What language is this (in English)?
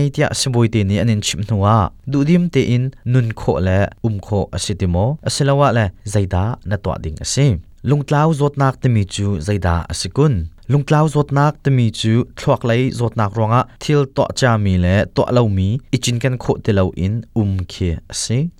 Hakha Chin